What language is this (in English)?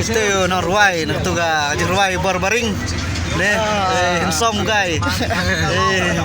Khasi